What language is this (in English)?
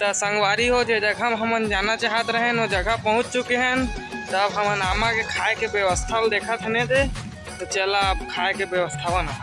Chhattisgarhi